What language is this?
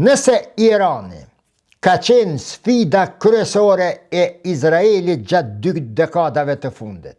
Albanian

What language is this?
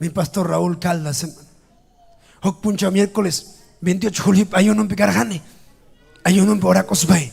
Ayacucho Quechua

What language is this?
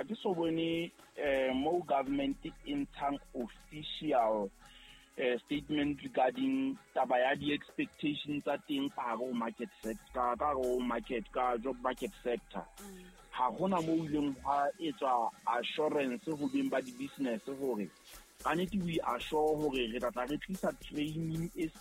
Southern Sotho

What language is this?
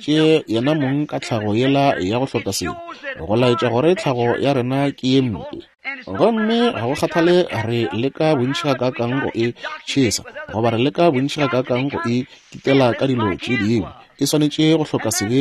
Northern Sotho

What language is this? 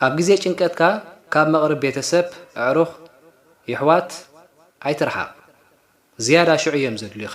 Tigrinya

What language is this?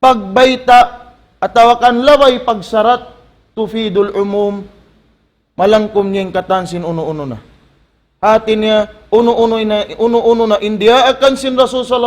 Tausug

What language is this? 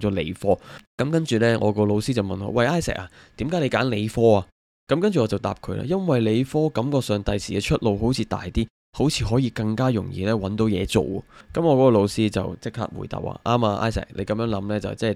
Cantonese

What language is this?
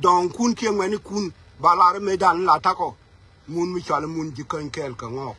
Nuer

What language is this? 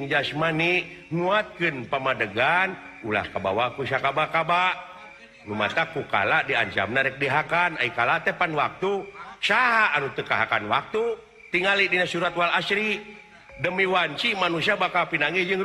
Sundanese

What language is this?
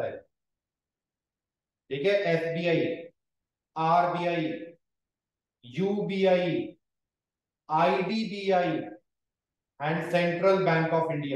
Hindi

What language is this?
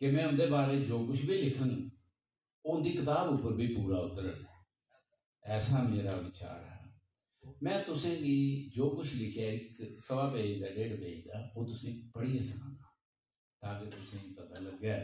Dogri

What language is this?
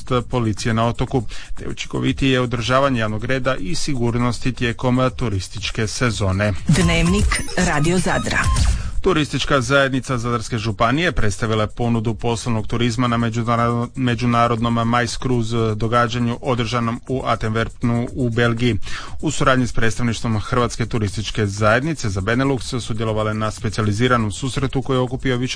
Croatian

